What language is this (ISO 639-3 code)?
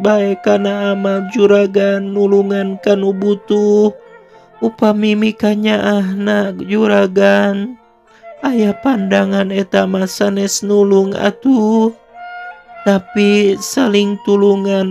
sun